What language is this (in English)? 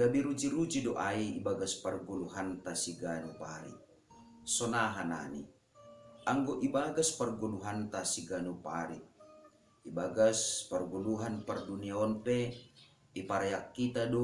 Batak Simalungun